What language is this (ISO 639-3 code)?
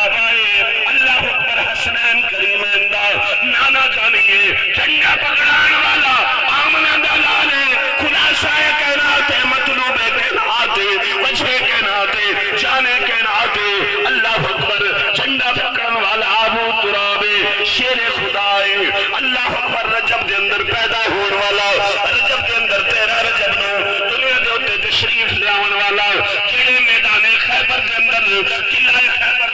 skr